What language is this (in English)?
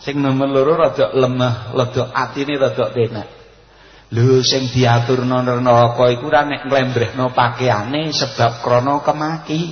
Javanese